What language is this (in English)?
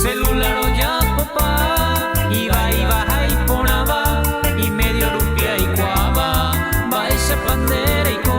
Guarani